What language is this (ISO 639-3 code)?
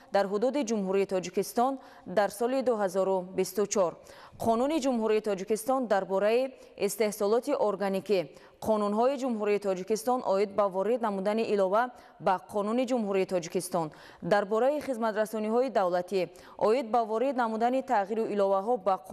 tgk